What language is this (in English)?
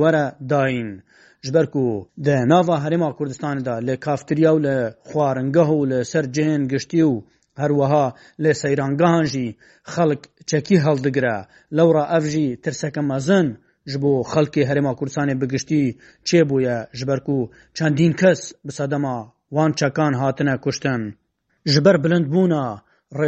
Kurdish